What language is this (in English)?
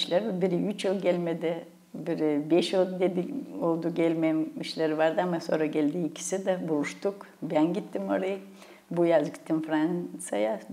Gagauz